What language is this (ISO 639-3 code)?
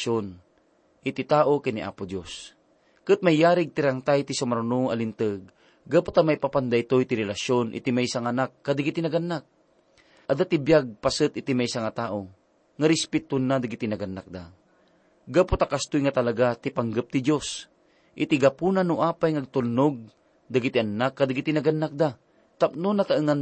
ilo